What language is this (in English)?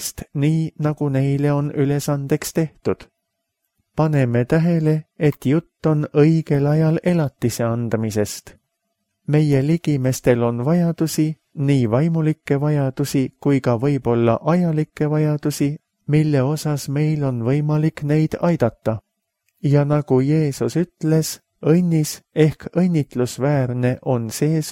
Estonian